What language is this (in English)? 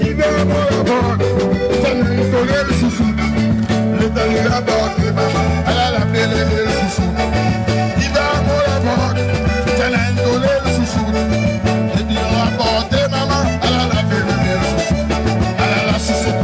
Réunion Creole French